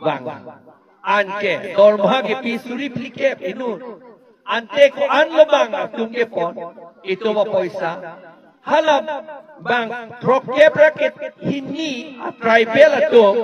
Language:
Karbi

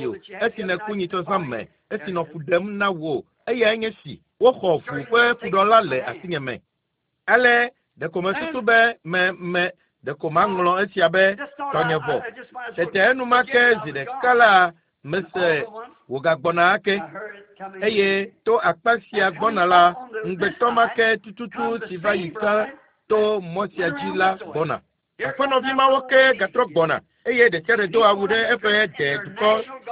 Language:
Ewe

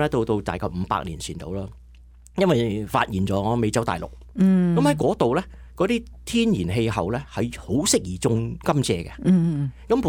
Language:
Cantonese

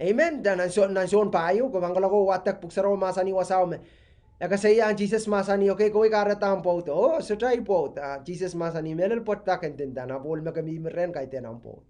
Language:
Pohnpeian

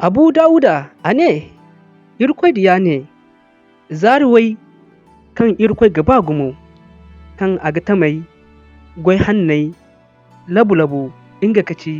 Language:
Zarma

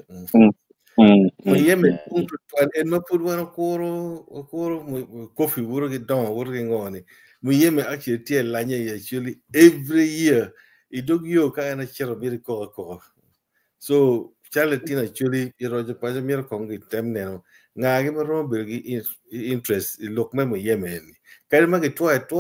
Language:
Acoli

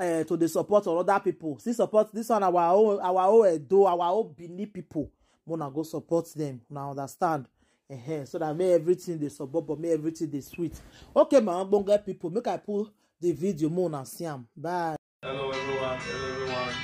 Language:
Nigerian Pidgin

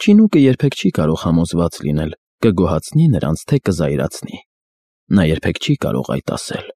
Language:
Armenian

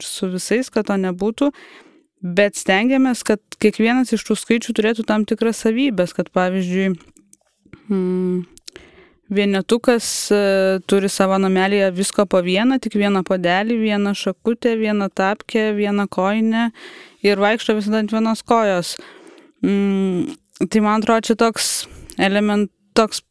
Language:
Lithuanian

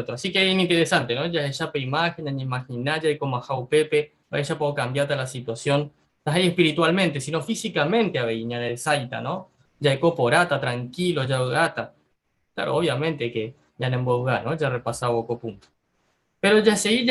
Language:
Guarani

